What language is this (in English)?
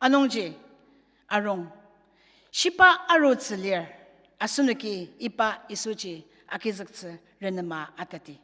Ao Naga